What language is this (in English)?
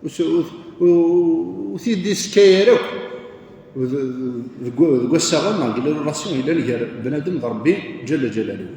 Kabyle